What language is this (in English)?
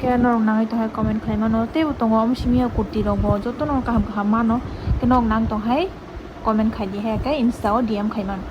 Kok Borok